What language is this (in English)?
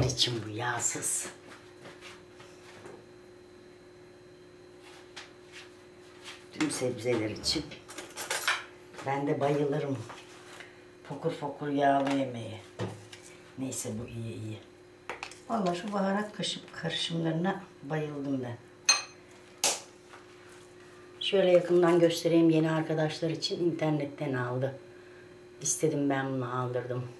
Turkish